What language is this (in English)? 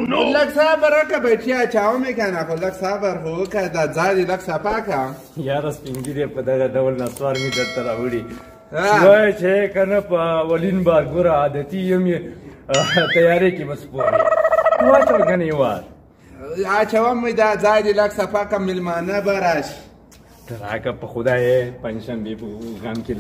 Pashto